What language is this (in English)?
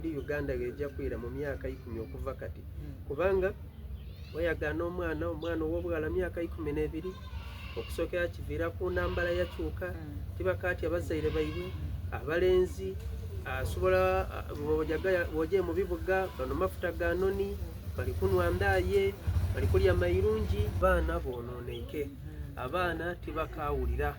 Soga